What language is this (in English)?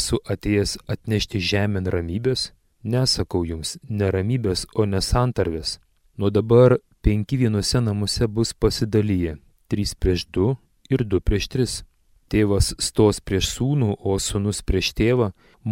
Lithuanian